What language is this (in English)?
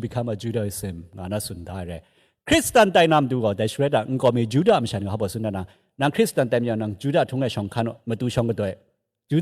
Kachin